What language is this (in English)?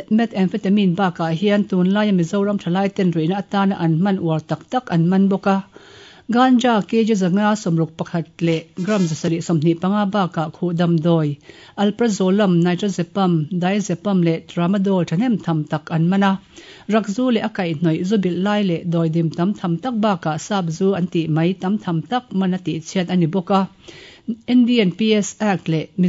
Mizo